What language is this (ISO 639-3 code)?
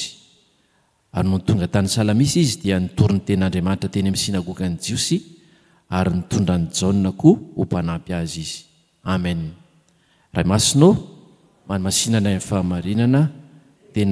mlg